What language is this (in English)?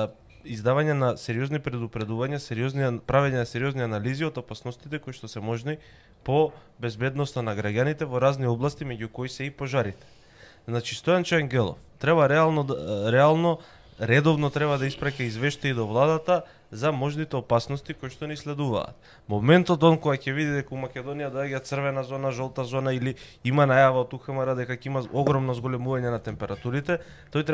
Macedonian